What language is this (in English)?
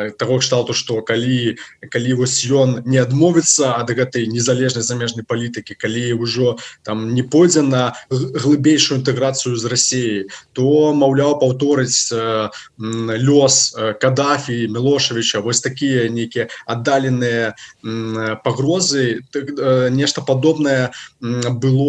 Belarusian